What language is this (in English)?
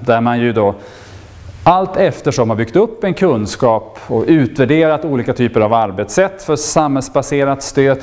Swedish